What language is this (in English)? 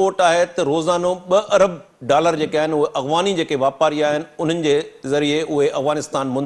Sindhi